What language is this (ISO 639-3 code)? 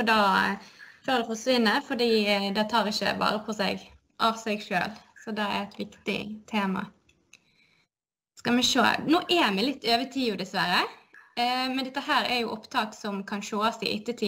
nor